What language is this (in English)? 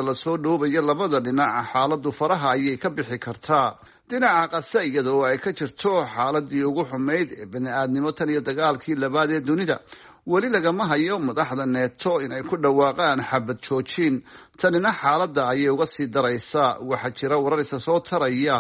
Somali